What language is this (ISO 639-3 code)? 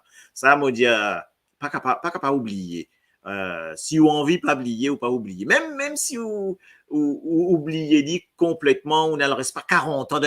mfe